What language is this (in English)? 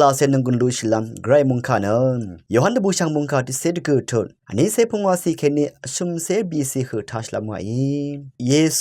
Rawang